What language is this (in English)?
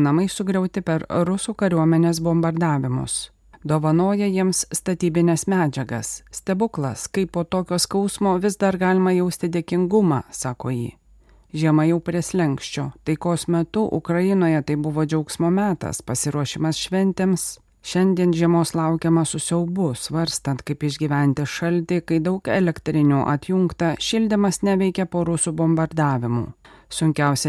Lithuanian